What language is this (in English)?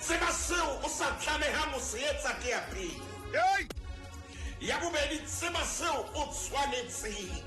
Southern Sotho